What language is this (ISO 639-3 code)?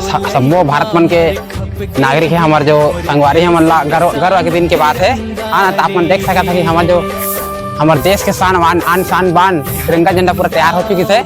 hne